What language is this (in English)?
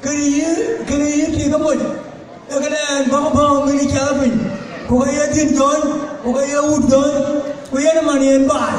Dinka